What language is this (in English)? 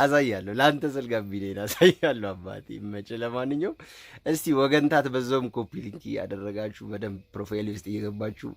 Amharic